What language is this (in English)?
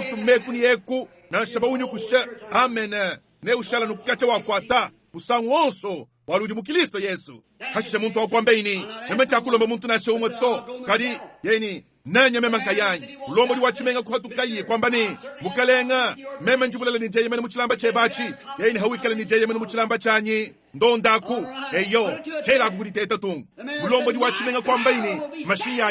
Luba-Lulua